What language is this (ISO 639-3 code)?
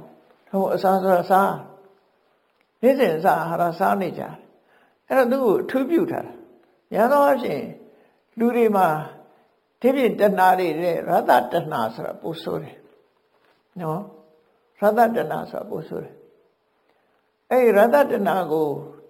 mya